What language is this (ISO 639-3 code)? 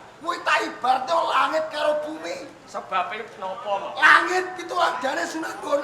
jav